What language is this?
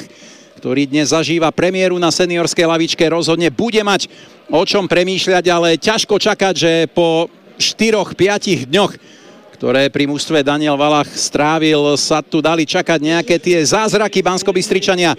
Slovak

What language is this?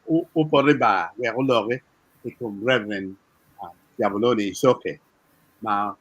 Acoli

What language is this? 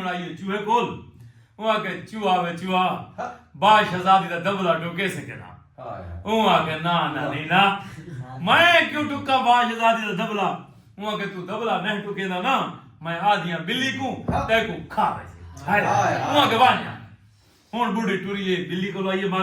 Saraiki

